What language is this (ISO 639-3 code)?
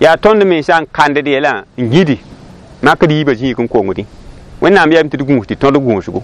mos